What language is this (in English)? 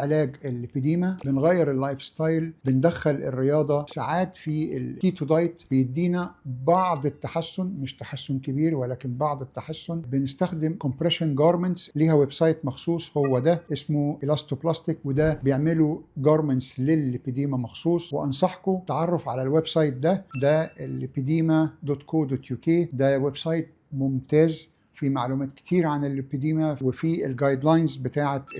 Egyptian Arabic